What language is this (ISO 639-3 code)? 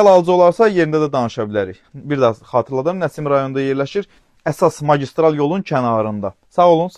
aze